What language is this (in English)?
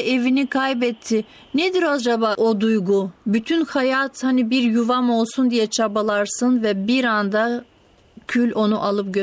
Turkish